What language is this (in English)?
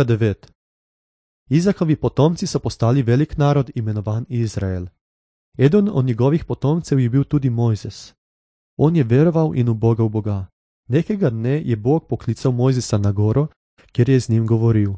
Slovenian